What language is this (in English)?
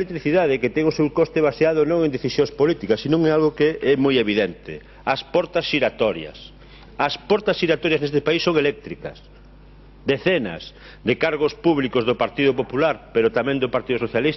Galician